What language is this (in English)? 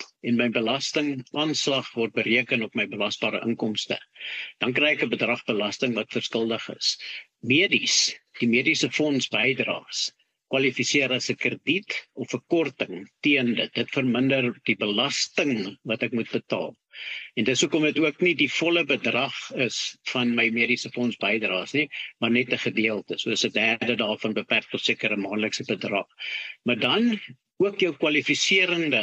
Afrikaans